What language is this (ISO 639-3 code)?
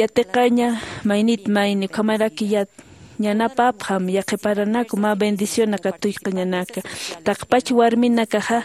aym